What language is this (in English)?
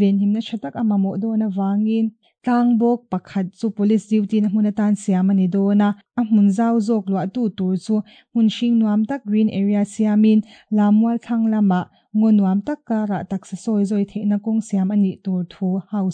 Mizo